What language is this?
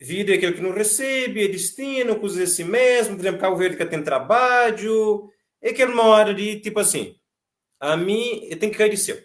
Kabuverdianu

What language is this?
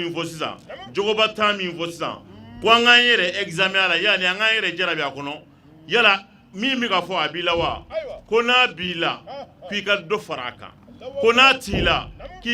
Bambara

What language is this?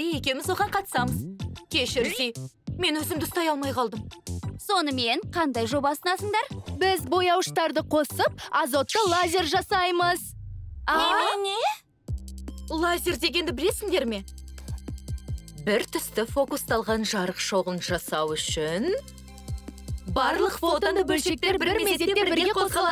Kazakh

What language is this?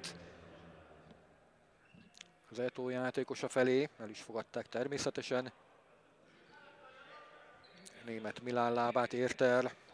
Hungarian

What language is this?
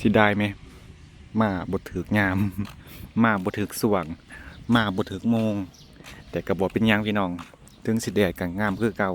Lao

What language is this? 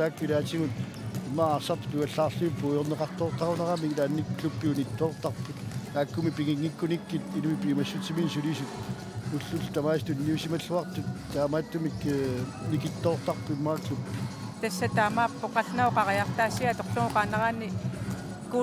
Kalaallisut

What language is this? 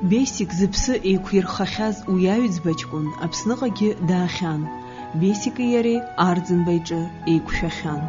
Abkhazian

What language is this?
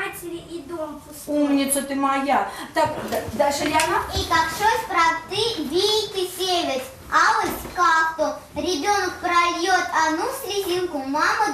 Erzya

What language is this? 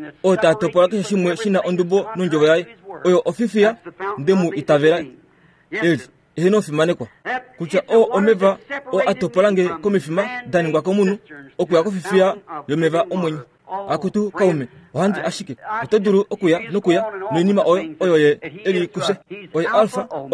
Kuanyama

